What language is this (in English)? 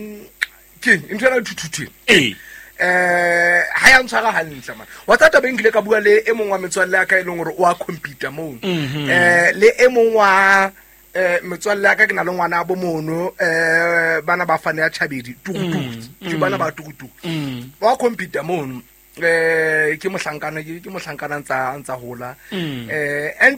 Southern Sotho